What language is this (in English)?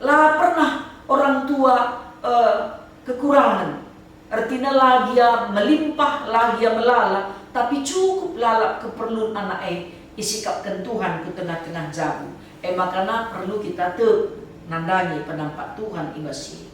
Batak Karo